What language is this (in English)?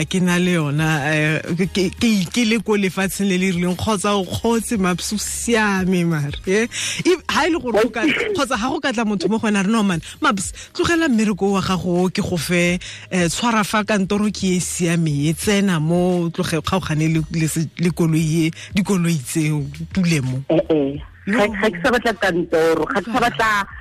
Tswana